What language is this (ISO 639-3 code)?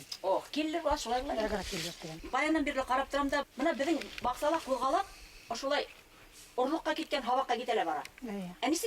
bak